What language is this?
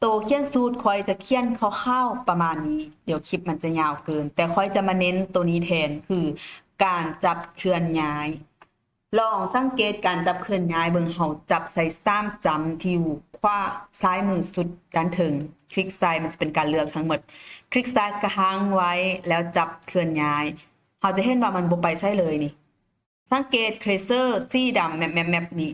Lao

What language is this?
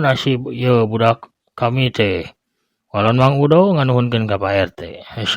Sundanese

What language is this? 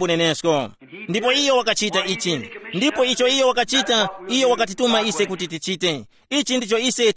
Tumbuka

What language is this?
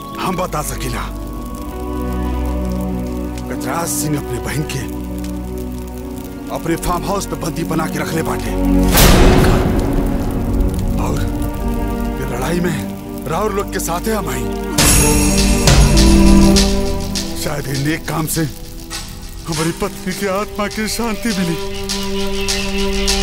Bhojpuri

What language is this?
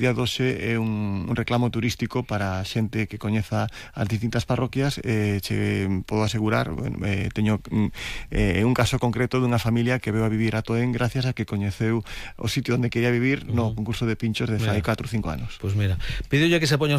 Galician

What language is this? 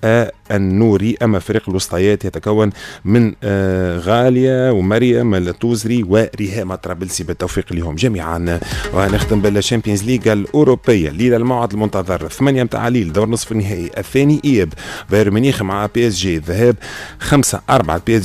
Tunisian Arabic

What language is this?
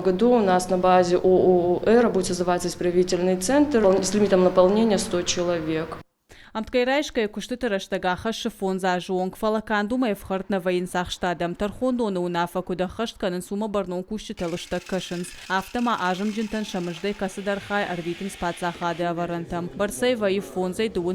Ossetic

